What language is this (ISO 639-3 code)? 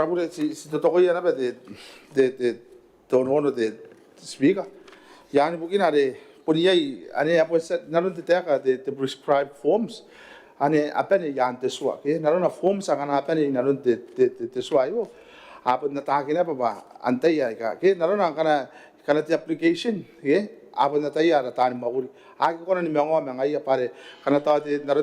gil